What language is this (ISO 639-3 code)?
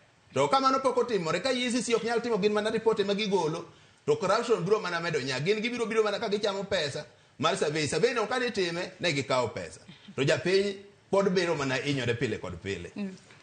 luo